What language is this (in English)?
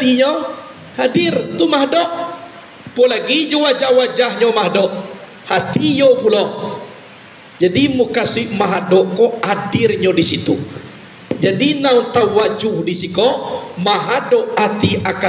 Minangkabau